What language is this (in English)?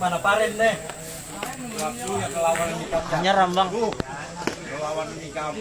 Banjar